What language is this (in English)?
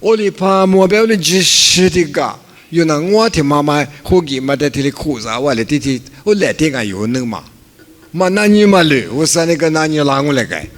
Lisu